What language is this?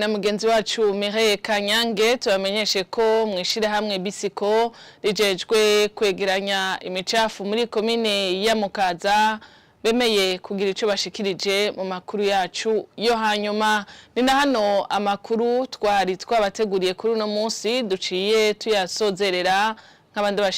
Rundi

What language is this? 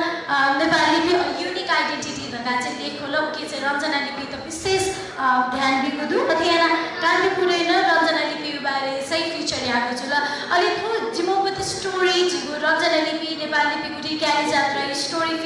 Newari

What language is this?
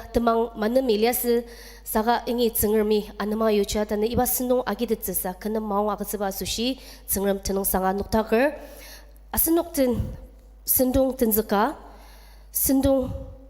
Ao Naga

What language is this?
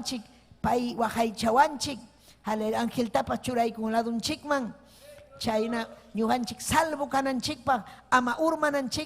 Ayacucho Quechua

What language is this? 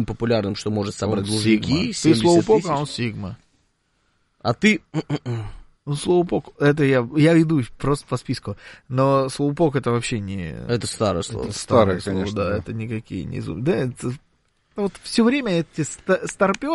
Russian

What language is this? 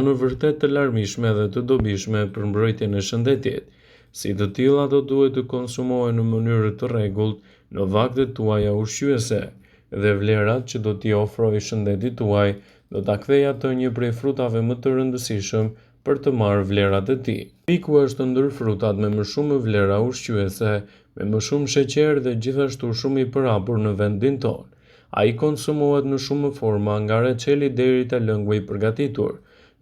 Albanian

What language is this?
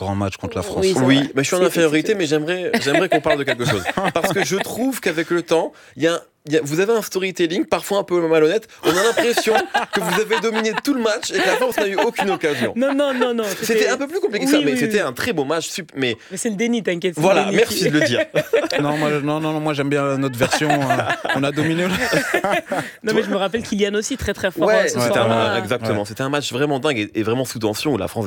French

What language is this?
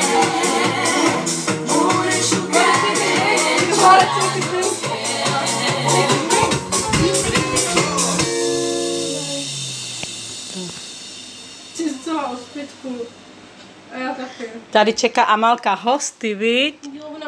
Czech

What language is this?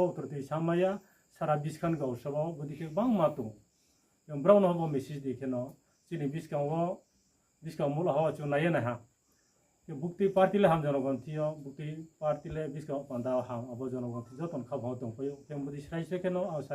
Riang (India)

